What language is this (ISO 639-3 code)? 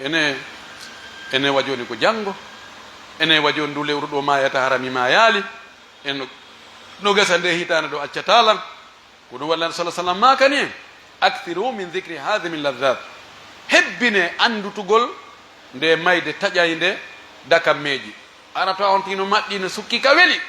fuf